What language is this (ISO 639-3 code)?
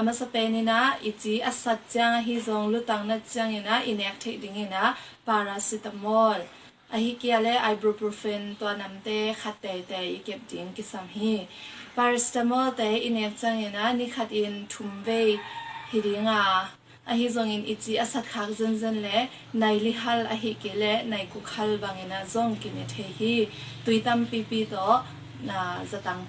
ctd